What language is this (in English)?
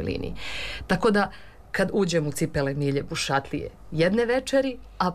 Serbian